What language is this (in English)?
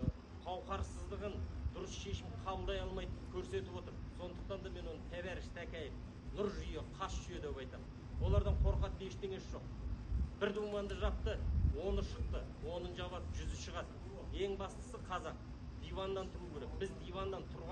Kazakh